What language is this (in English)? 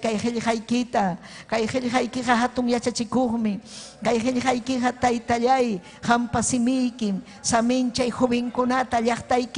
Ayacucho Quechua